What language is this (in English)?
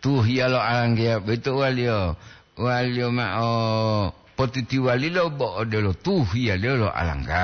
Gorontalo